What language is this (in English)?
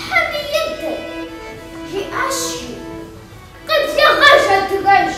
Kabardian